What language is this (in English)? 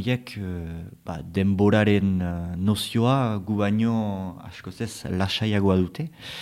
Basque